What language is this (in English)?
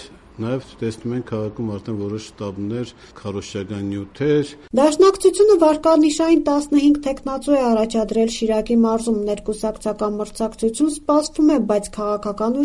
Armenian